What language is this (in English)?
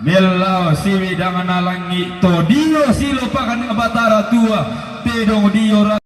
Toraja-Sa'dan